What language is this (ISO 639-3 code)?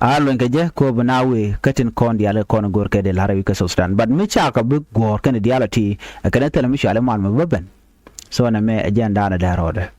nus